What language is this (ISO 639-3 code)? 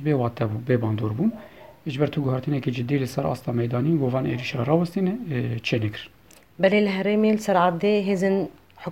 kur